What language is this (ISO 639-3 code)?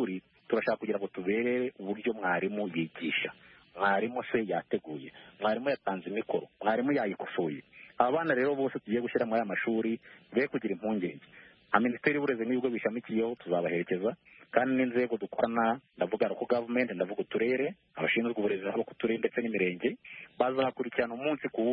kin